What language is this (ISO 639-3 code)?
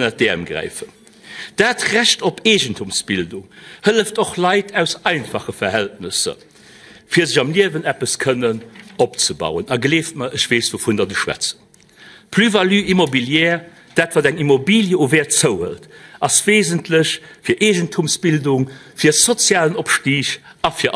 ltz